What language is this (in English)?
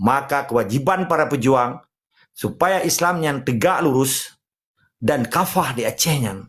Achinese